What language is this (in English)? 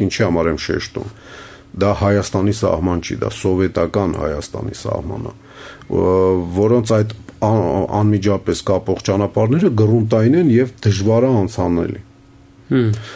Armenian